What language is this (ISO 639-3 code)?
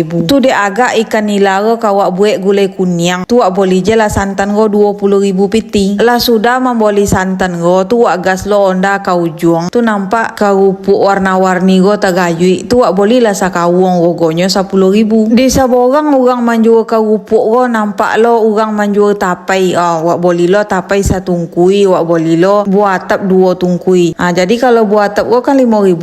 min